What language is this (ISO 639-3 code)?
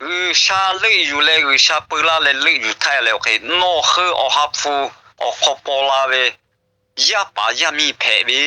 lhu